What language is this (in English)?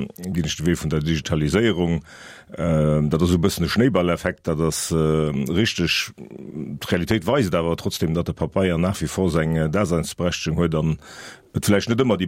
Luxembourgish